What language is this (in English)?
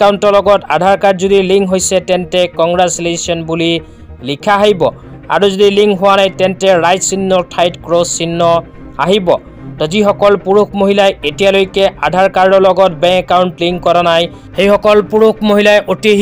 Assamese